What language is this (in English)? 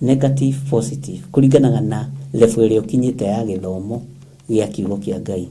Kikuyu